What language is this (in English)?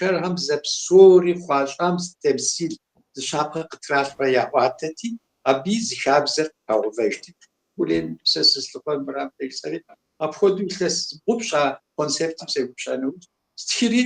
Kabardian